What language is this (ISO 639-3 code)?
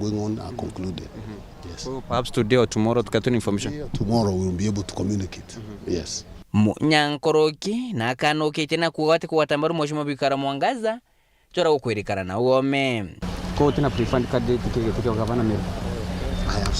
mer